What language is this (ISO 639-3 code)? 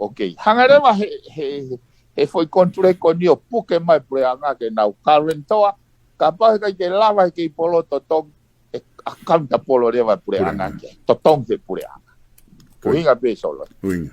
ton